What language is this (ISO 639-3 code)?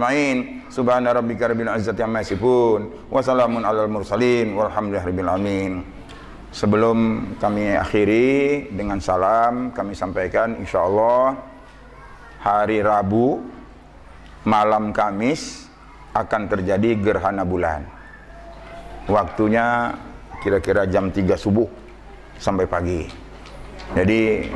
ind